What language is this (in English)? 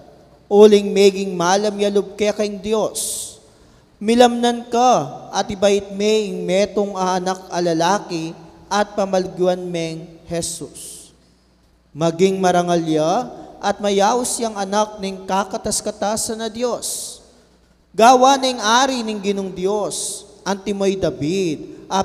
Pampanga